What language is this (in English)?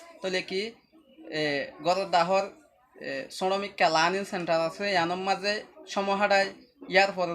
Rohingya